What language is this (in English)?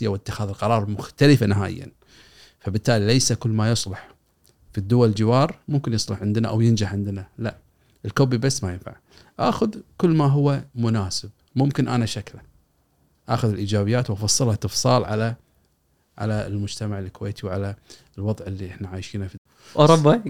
Gulf Arabic